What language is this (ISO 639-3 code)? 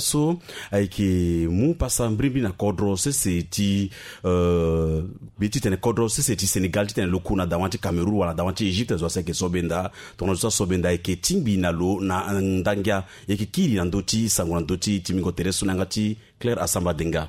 sag